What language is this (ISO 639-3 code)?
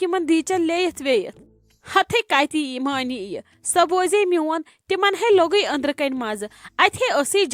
kas